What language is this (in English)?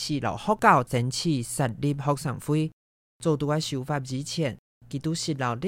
Hakka Chinese